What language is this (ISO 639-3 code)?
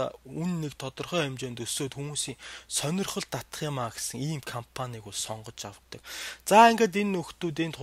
mon